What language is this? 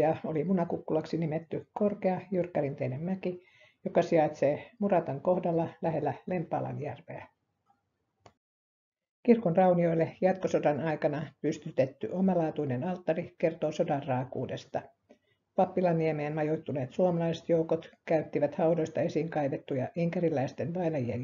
Finnish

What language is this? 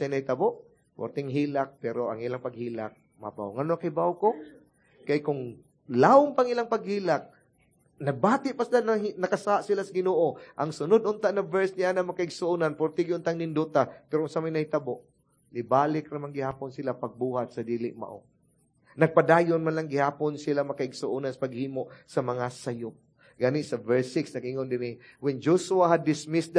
Cebuano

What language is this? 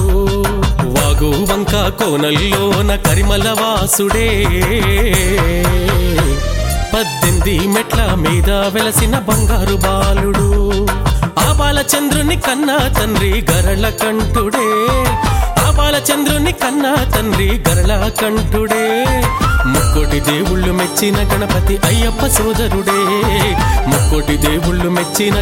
Telugu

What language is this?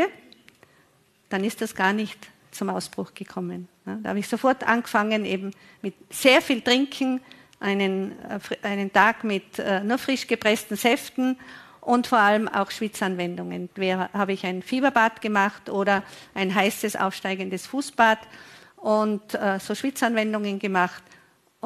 German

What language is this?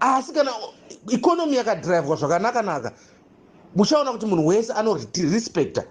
Shona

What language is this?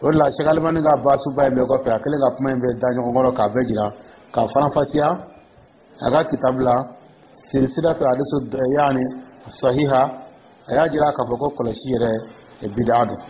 Dyula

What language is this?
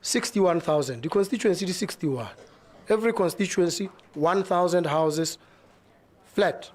Tswana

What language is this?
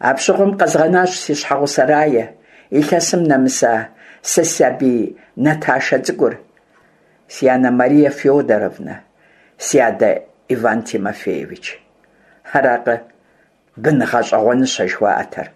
Kabardian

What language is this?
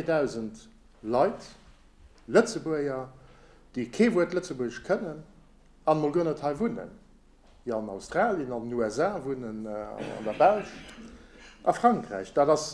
Luxembourgish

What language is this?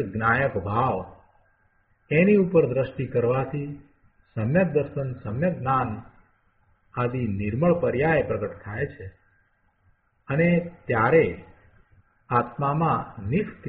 Gujarati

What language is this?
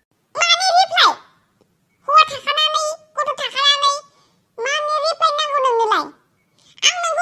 Bodo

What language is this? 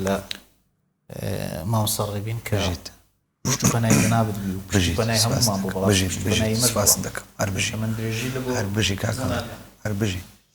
Central Kurdish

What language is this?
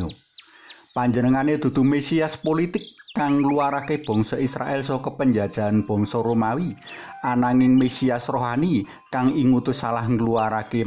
Javanese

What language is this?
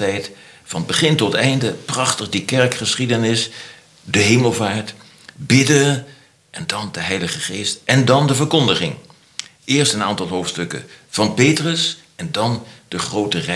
Dutch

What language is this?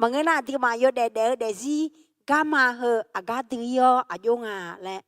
Akha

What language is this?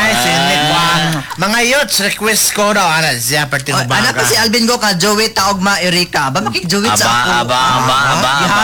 Cebuano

